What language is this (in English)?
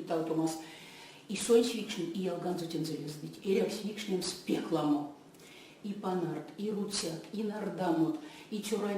Erzya